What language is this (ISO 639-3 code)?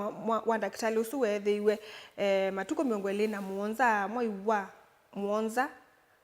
kam